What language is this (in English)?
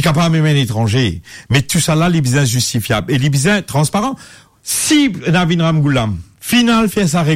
Morisyen